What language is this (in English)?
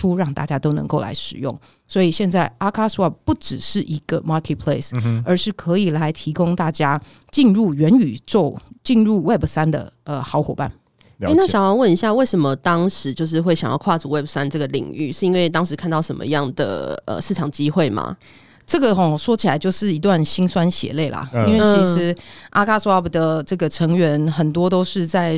Chinese